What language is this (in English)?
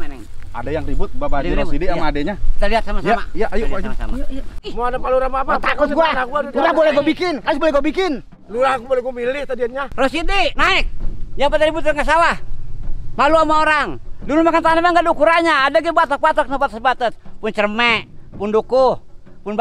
Betawi